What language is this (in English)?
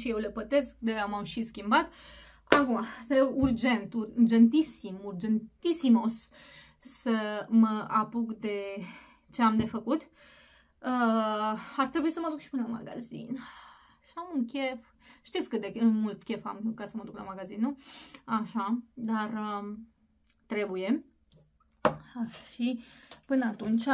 Romanian